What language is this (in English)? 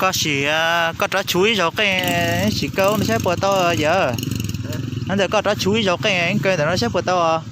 Hmong